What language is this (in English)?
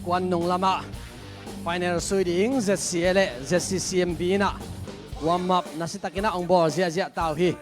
Tedim Chin